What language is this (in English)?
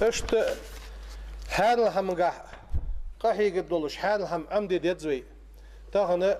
Ingush